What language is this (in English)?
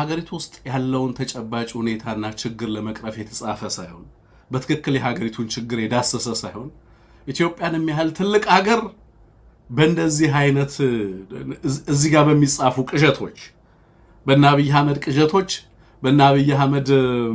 Amharic